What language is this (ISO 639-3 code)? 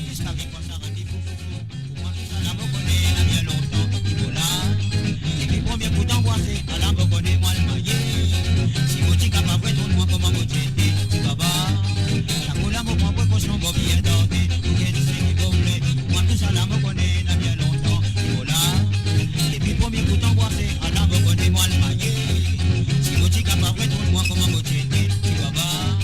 mfe